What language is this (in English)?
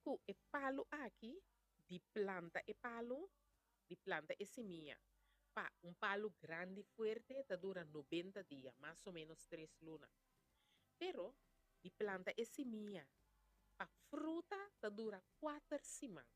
Papiamento